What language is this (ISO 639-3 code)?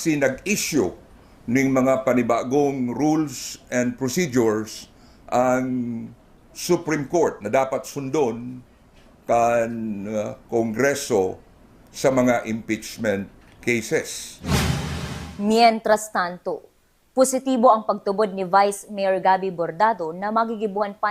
bik